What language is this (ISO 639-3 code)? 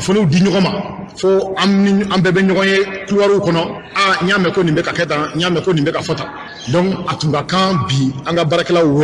bam